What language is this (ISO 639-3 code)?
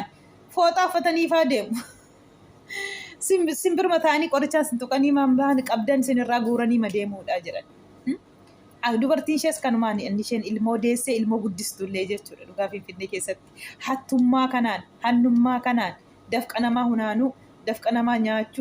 orm